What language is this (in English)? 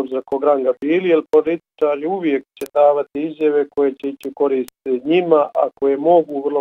Bosnian